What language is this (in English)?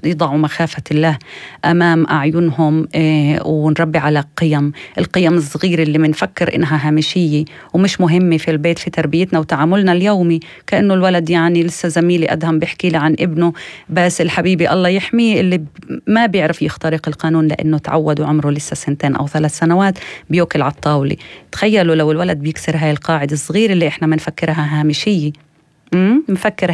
North Levantine Arabic